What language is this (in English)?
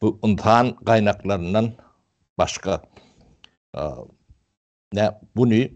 Turkmen